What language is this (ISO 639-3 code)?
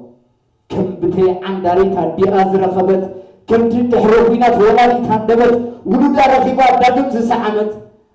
tir